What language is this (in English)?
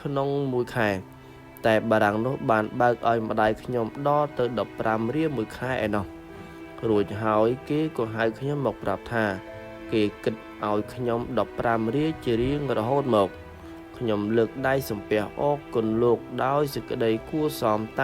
Khmer